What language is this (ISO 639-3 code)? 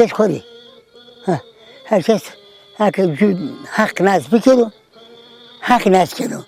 zza